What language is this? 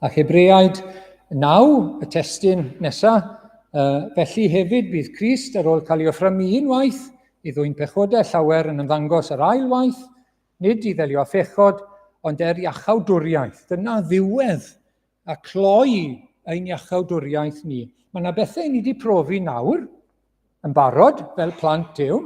Welsh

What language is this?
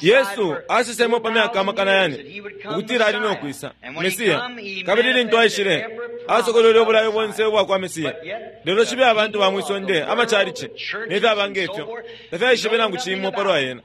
Bemba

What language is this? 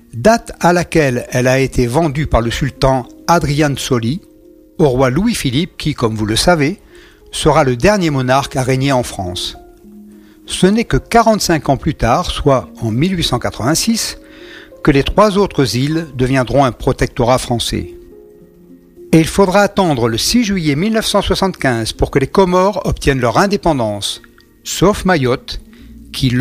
French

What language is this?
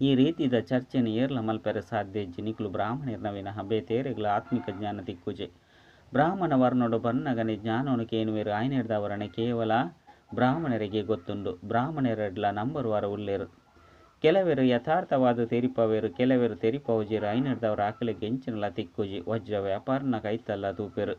Tulu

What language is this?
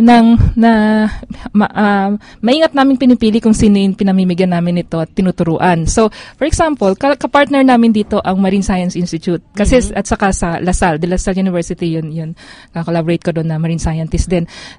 Filipino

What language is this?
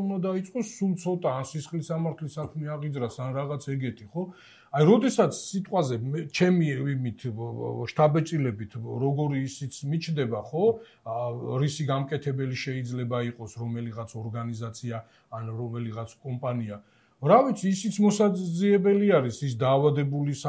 Georgian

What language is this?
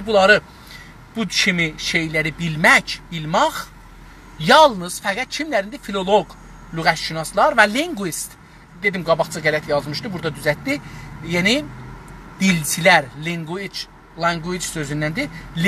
South Azerbaijani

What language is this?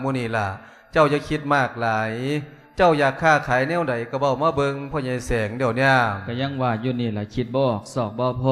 Lao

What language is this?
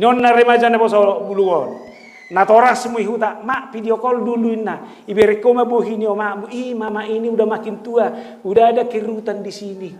Batak Toba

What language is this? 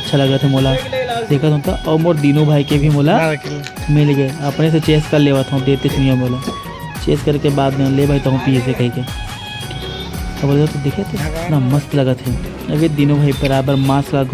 Chhattisgarhi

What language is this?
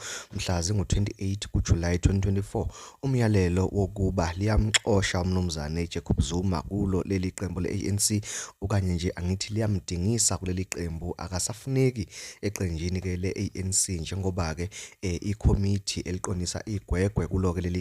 Zulu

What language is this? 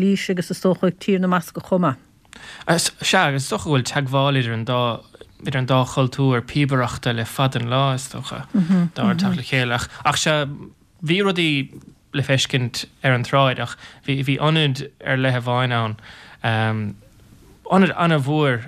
Irish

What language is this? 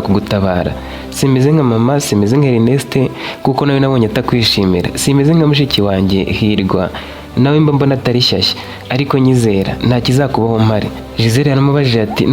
Kinyarwanda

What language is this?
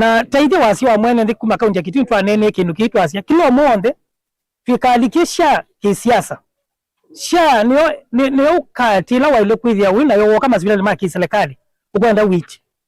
Kamba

